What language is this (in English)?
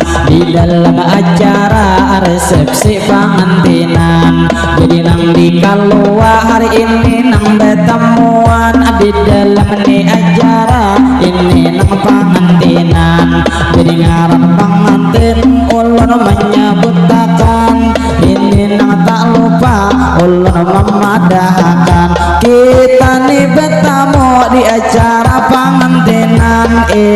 Banjar